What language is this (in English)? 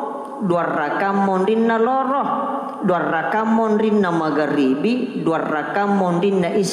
Buginese